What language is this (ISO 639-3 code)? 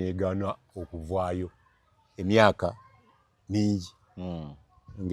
lug